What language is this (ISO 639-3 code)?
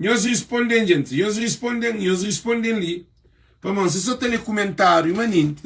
kea